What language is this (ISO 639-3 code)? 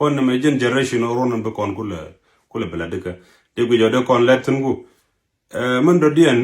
nus